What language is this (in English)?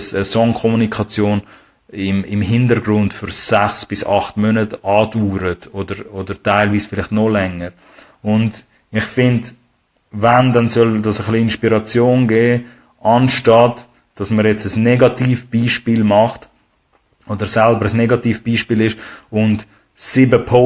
Swiss German